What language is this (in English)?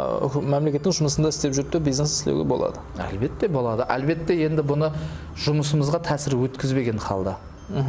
Kara-Kalpak